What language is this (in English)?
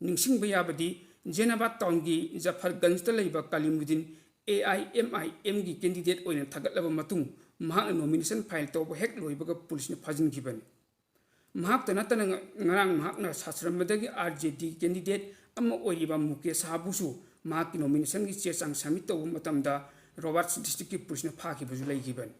Manipuri